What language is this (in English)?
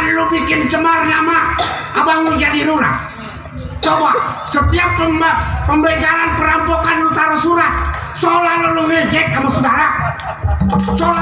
Betawi